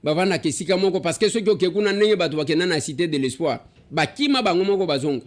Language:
Lingala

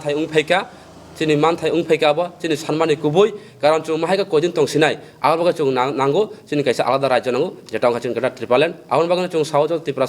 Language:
Kok Borok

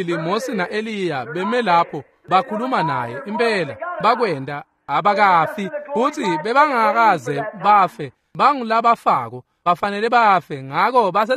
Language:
Swati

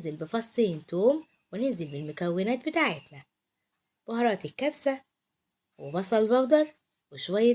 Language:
Egyptian Arabic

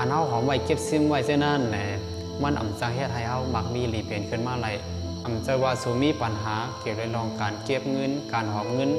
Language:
Shan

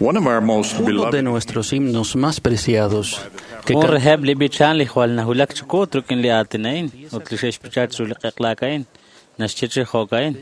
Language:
Kekchí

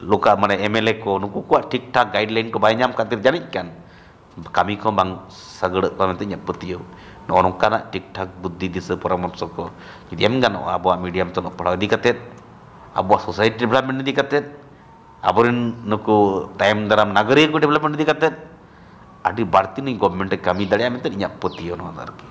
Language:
Santali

